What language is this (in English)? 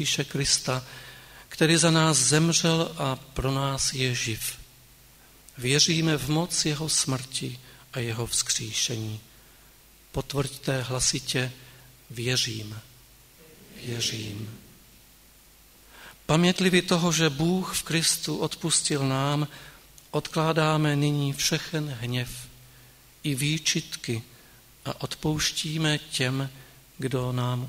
Czech